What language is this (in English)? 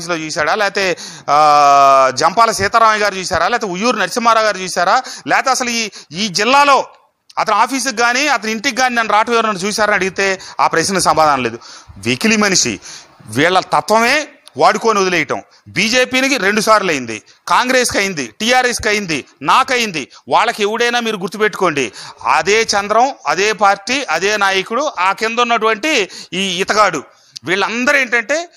Telugu